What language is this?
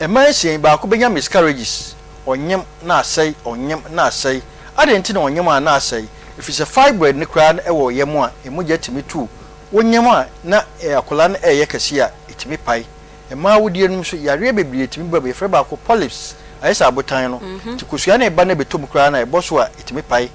Akan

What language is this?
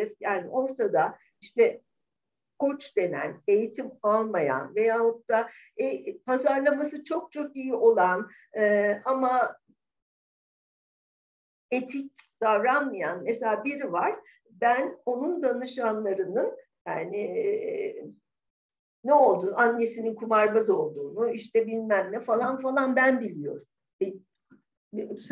Turkish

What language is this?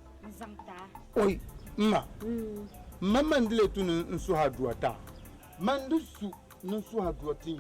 Dagbani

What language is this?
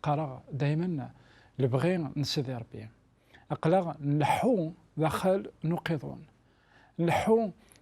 Kabyle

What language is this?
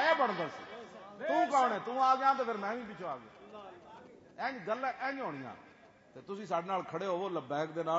Western Panjabi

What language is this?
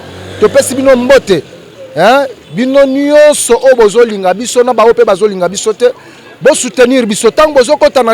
Lingala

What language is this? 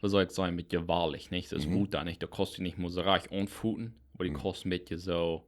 Plautdietsch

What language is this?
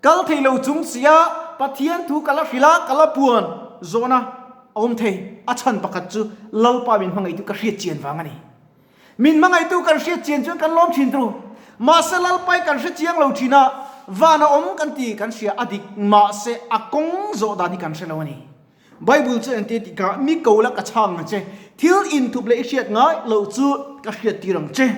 Mizo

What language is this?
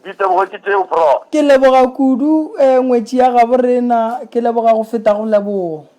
Northern Sotho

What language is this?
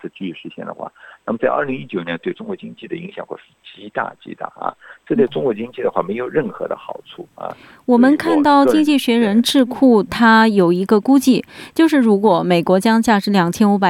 Chinese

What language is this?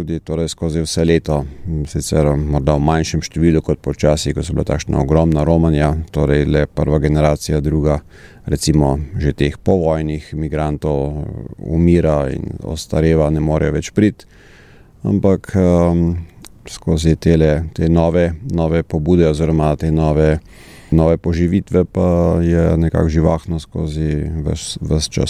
Slovenian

